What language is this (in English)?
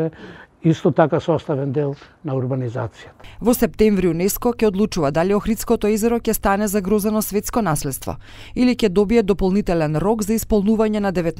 Macedonian